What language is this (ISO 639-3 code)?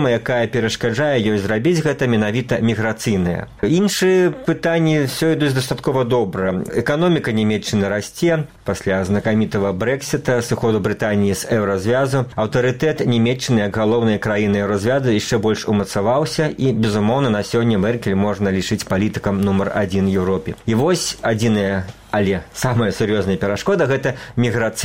bel